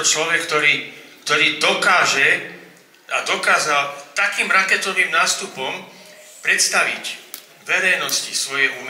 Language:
Slovak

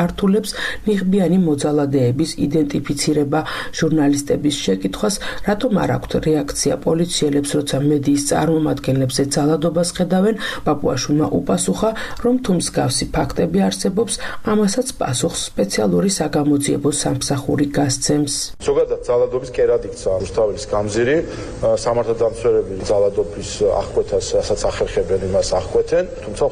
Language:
Georgian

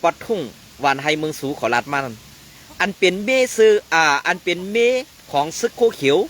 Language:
Shan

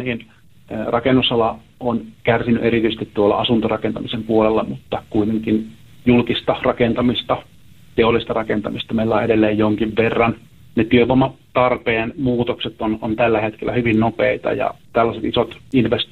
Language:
Finnish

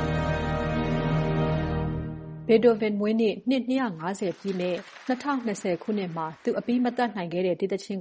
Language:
Burmese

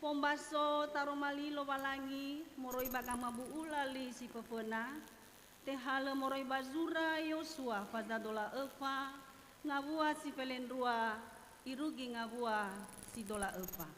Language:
Nias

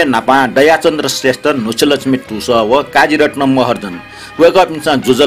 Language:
Newari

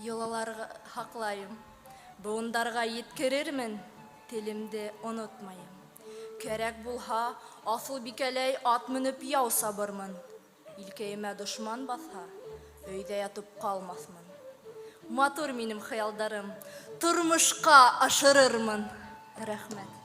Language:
Bashkir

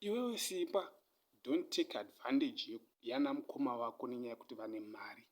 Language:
Shona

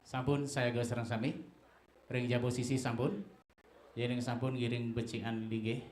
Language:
Balinese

